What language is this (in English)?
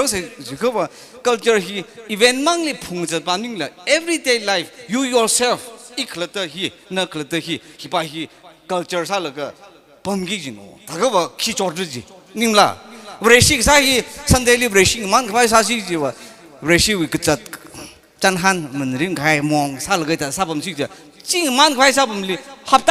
Tangkhul Naga (India)